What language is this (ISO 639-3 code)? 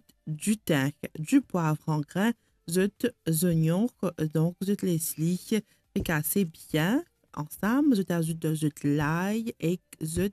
mfe